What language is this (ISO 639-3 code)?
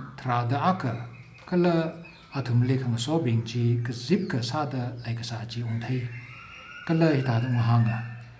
nmf